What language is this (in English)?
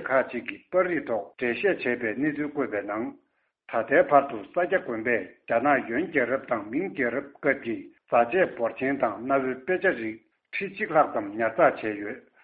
Tibetan